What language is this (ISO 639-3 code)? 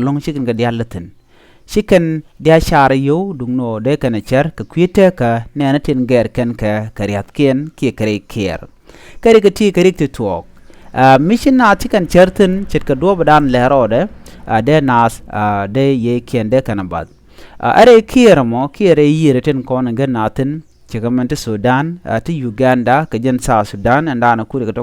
nus